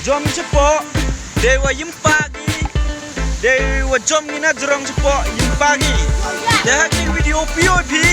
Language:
Khasi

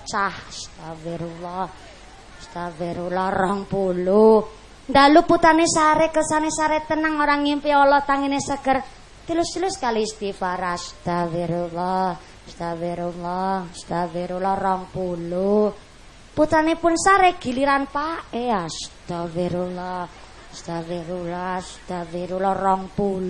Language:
Javanese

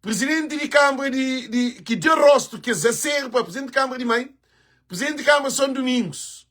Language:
Kabuverdianu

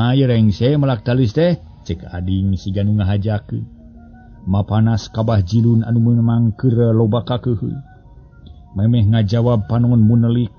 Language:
Sundanese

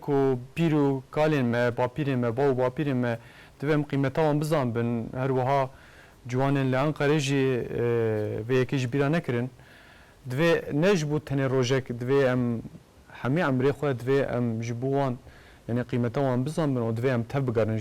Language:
Kurdish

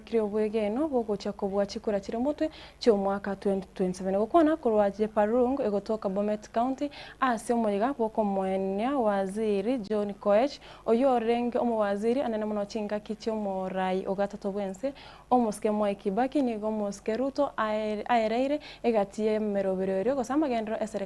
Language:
Gusii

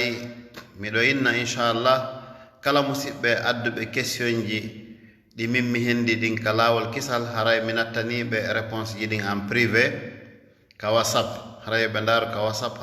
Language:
Fula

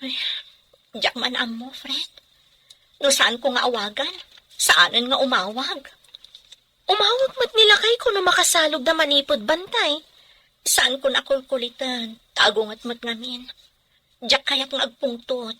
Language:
Iloko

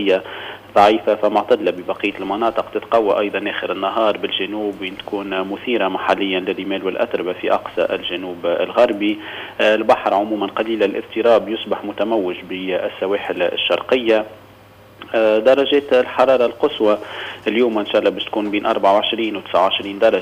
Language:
Tunisian Arabic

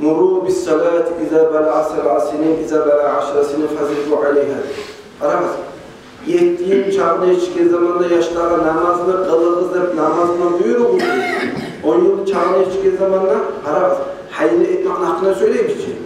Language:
Kumyk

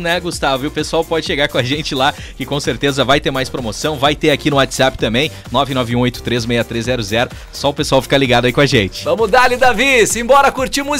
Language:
Portuguese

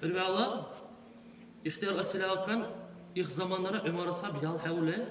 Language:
Dargwa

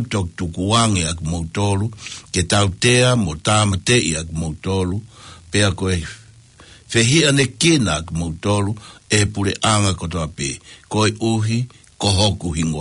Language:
Tongan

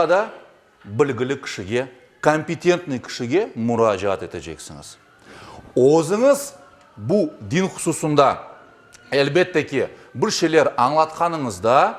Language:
Crimean Tatar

